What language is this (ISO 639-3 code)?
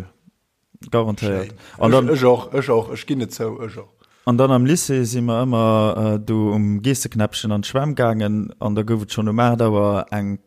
ltz